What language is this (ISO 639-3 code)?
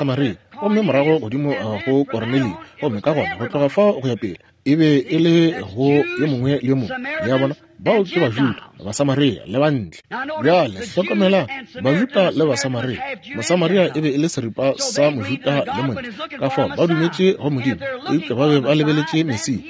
nso